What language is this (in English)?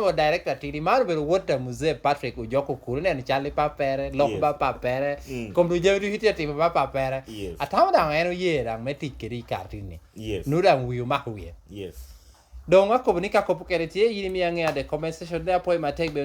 Lango (Uganda)